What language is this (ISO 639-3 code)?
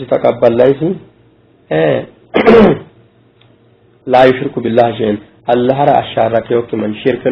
sid